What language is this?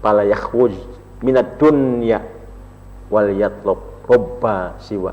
Banjar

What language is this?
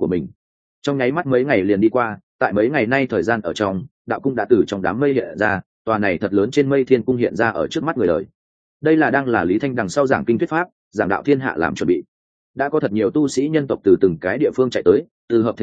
Vietnamese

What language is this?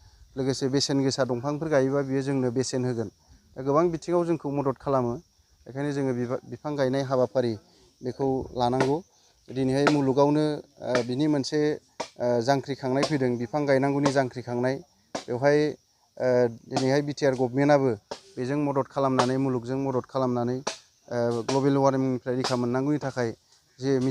Bodo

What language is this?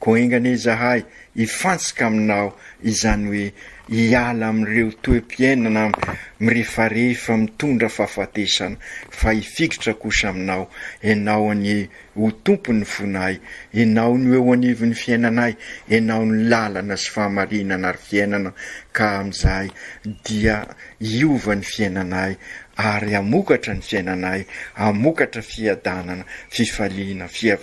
Malagasy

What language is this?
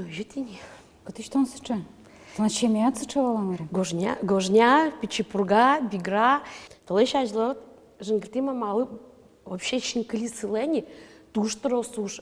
Udmurt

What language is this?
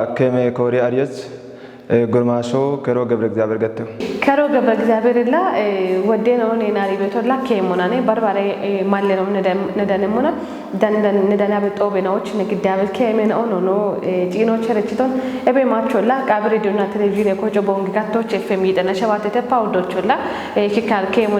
Kafa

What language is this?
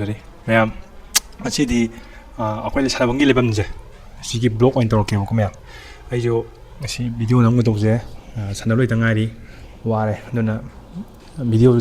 Manipuri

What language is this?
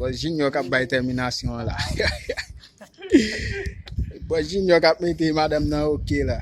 Haitian Creole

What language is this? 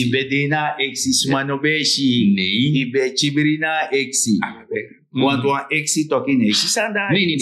Sranan Tongo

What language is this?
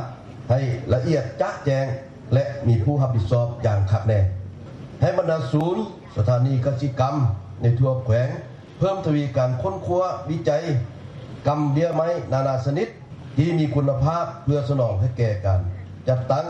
Lao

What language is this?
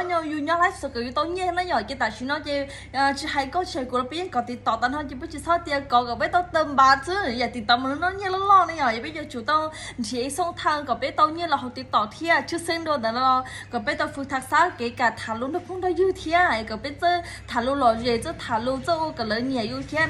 Hmong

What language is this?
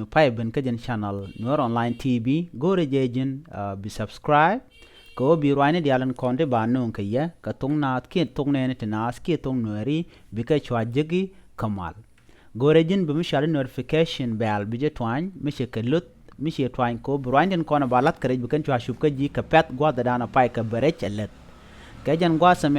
Nuer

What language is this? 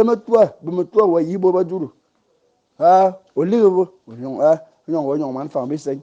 Fang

